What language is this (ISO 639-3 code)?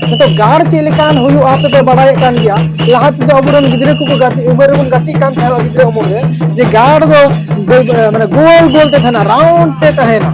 sat